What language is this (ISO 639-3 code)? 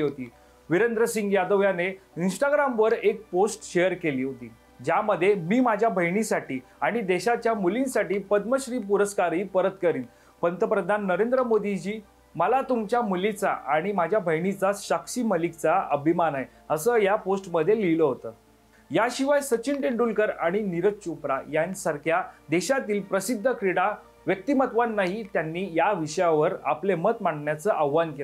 mar